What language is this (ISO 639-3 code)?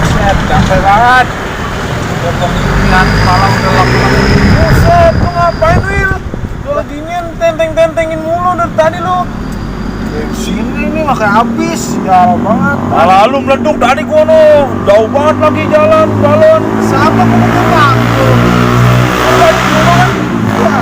bew